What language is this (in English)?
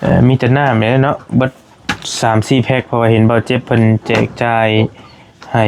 Lao